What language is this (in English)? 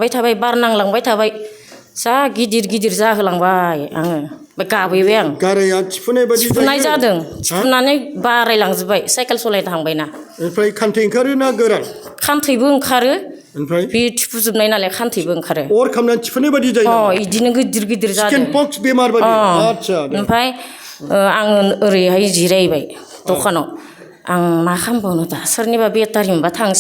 Bodo